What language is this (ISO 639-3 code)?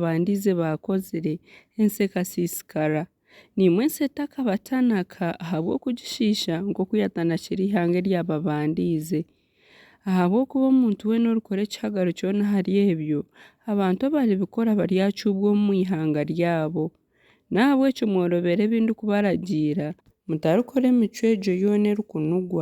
nyn